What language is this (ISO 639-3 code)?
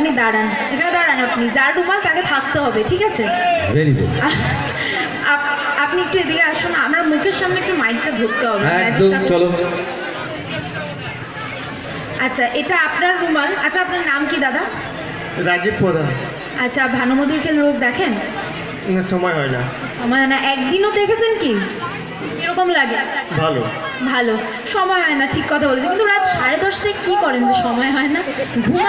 ben